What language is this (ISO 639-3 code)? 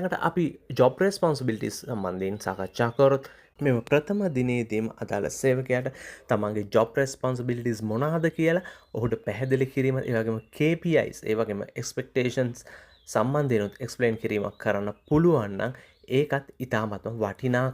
sin